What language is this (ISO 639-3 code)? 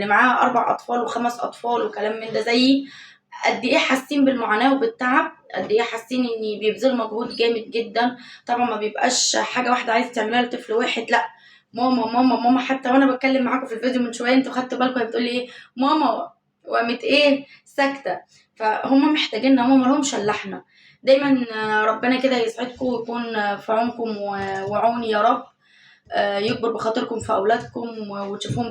arz